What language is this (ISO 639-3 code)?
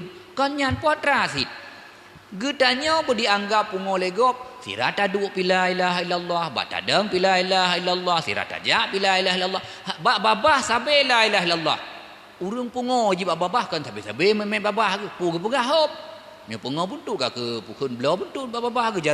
ace